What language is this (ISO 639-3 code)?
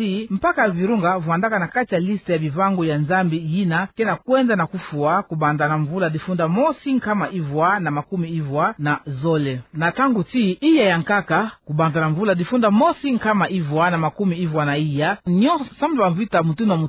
ktu